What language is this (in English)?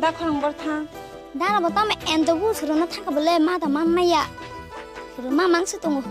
Kok Borok